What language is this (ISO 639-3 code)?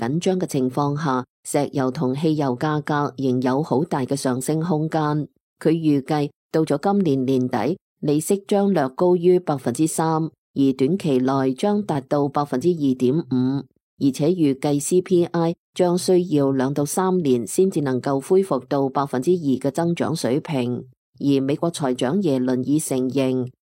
yue